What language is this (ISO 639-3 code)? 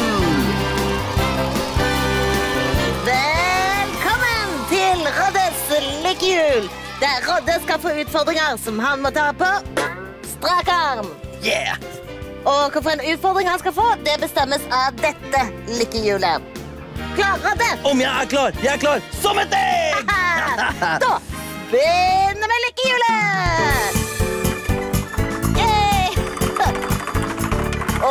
nor